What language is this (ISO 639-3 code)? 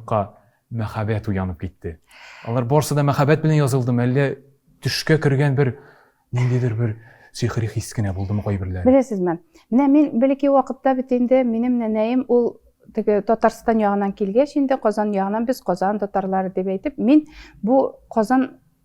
tat